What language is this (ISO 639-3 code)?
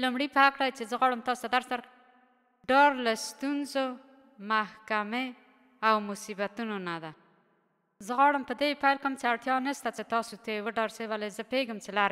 pus